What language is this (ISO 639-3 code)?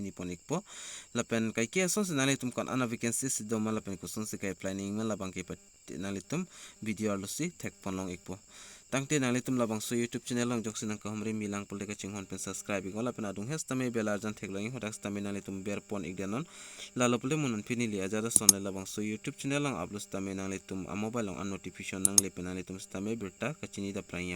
mjw